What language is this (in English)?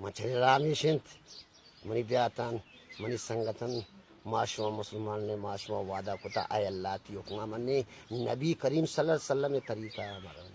Baluchi